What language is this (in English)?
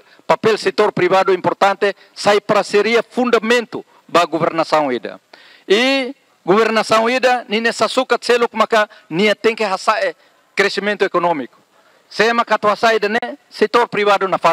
Tetum